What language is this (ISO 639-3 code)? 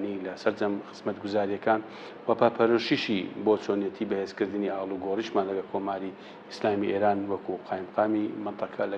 ckb